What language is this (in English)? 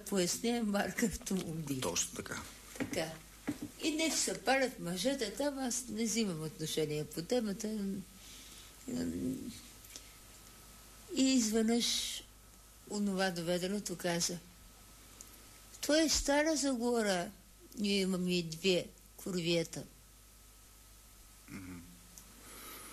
Bulgarian